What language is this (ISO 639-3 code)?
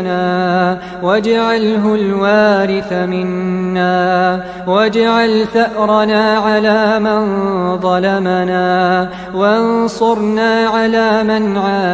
ara